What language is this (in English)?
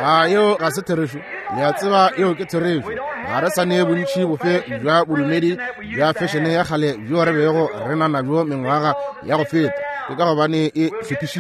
Northern Sotho